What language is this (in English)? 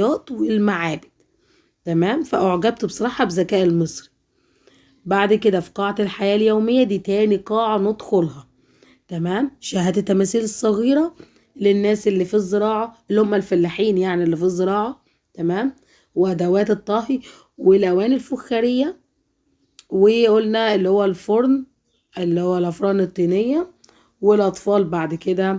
Egyptian Arabic